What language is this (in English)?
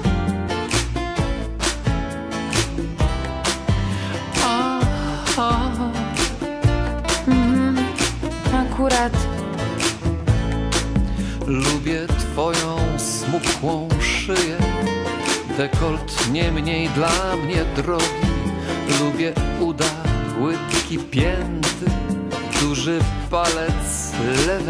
Polish